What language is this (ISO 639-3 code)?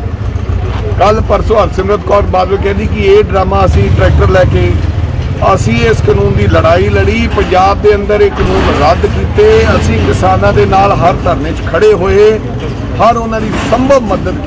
pan